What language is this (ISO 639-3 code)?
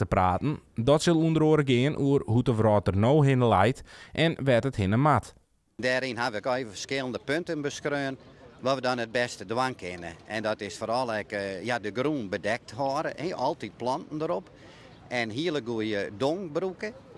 fry